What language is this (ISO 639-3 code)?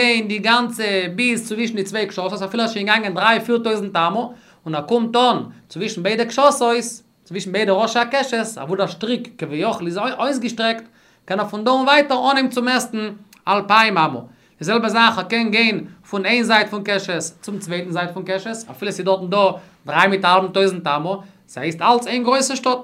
yid